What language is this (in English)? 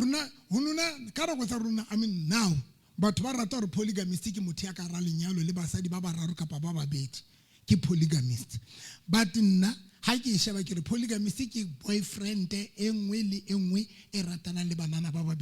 Southern Sotho